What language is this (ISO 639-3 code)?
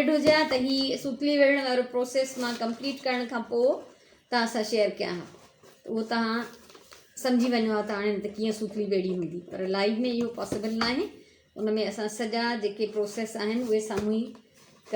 snd